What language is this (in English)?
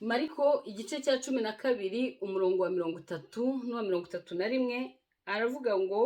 Kinyarwanda